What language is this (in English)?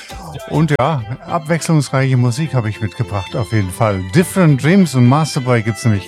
German